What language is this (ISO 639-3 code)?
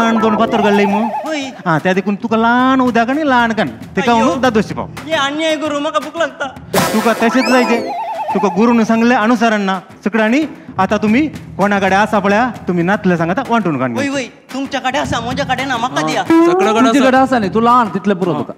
kok